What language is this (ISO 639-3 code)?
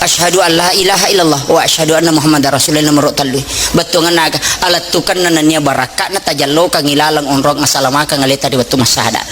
bug